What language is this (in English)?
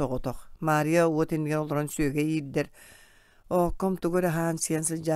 Yakut